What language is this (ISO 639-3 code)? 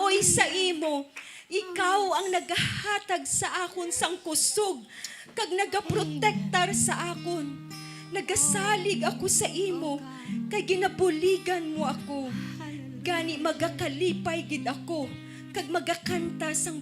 hil